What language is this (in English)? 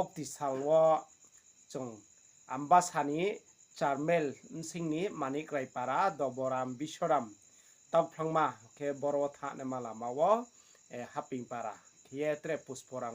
Riang (India)